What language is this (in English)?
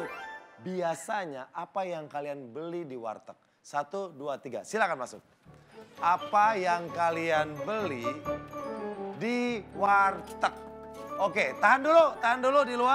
Indonesian